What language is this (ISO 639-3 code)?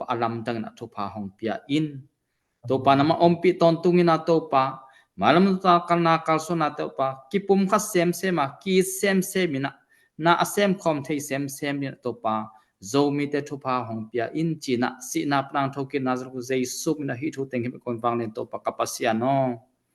ctd